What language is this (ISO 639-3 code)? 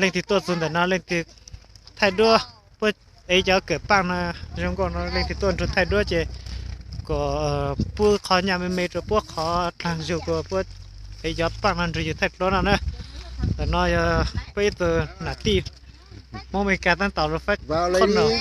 hmn